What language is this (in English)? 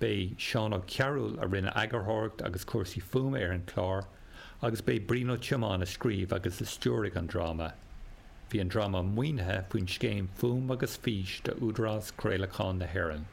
Irish